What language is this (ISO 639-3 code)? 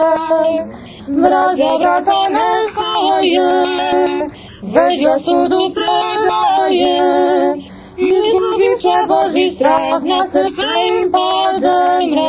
srp